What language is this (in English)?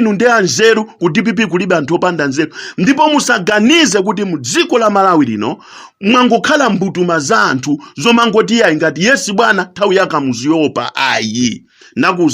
Nyanja